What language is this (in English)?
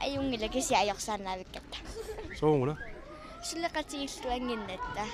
Kalaallisut